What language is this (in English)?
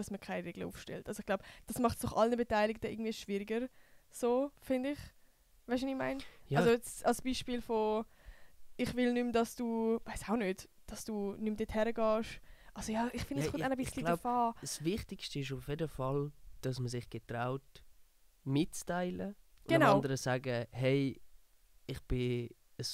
Swiss German